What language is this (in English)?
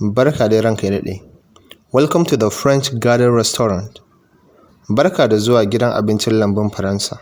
Hausa